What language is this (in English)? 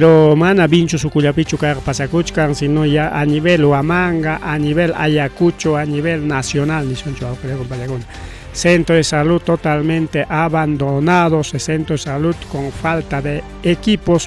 Ayacucho Quechua